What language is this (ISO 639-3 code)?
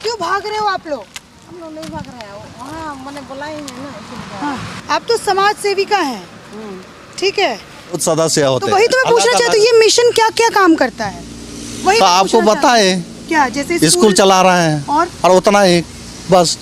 sat